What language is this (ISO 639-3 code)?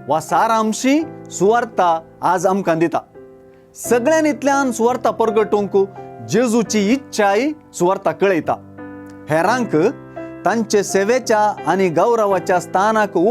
kok